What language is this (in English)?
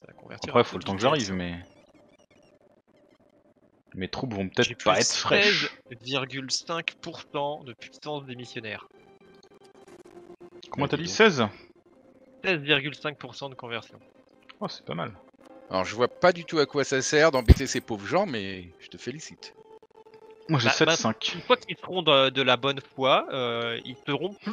French